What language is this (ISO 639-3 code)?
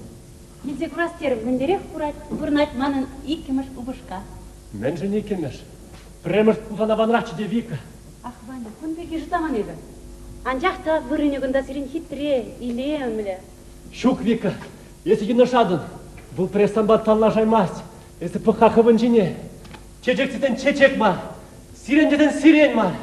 chv